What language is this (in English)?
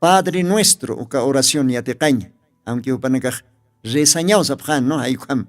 Aymara